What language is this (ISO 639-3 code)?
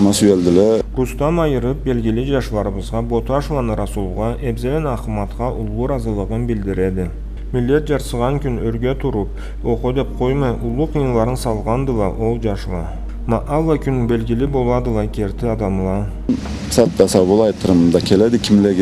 krc